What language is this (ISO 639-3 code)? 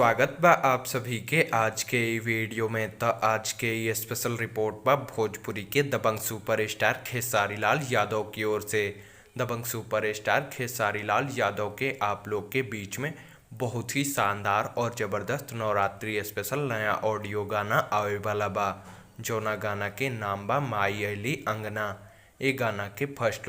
bho